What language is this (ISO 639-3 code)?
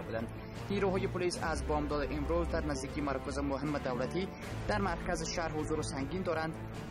fas